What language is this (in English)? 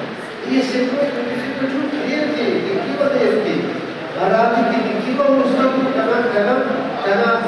Brahui